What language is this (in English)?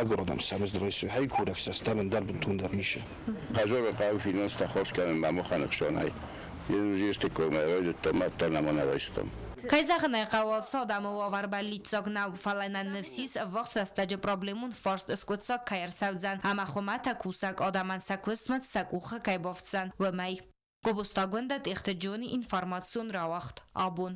Ossetic